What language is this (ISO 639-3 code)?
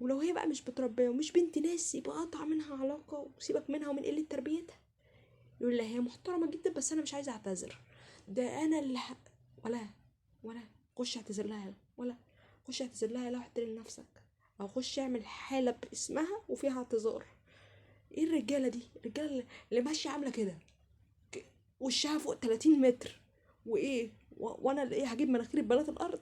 arz